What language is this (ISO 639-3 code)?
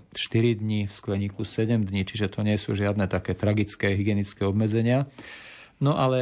slk